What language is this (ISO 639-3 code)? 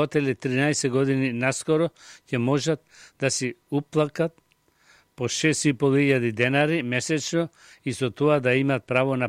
mkd